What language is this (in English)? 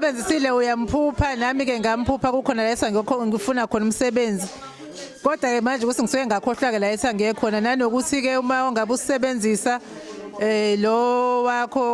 Zulu